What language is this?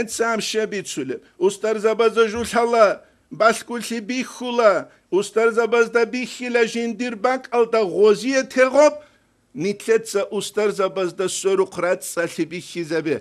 Avaric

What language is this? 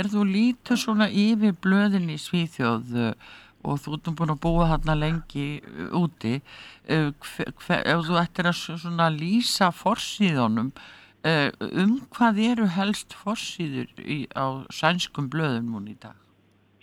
Icelandic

